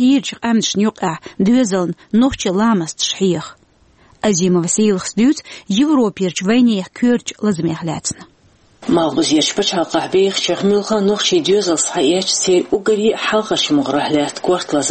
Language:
Chechen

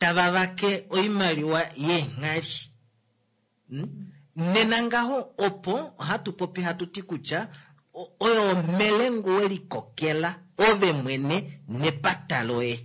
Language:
Kuanyama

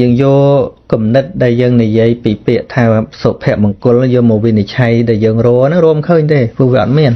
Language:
Khmer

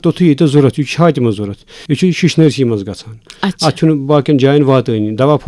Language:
Kashmiri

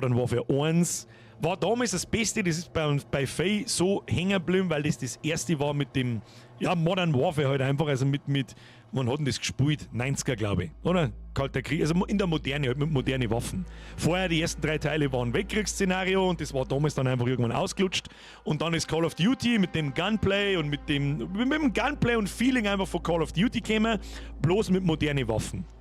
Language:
Bavarian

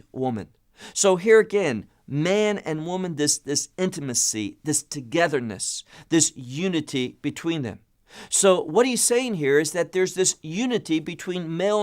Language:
English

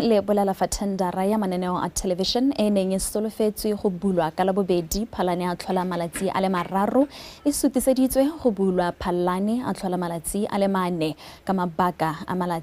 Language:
Tswana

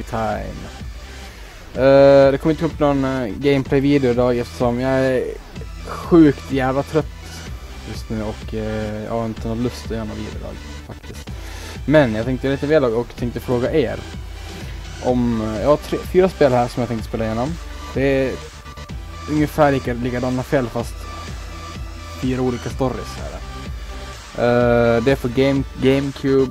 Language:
Swedish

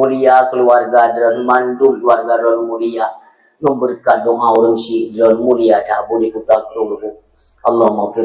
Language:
Achinese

